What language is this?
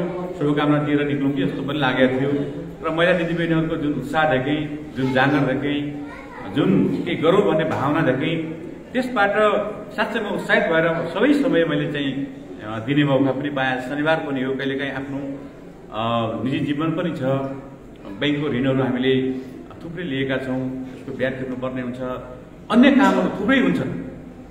Nepali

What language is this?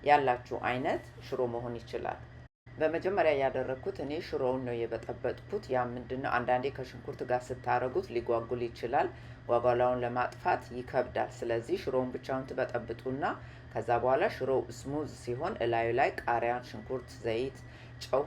Amharic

